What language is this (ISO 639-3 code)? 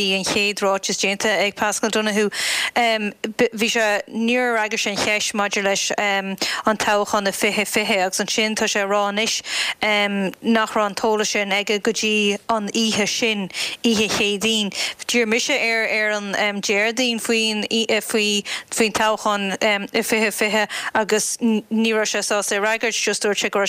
gle